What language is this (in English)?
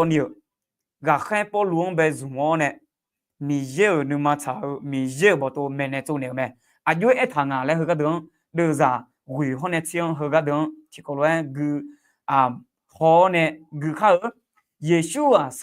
Akha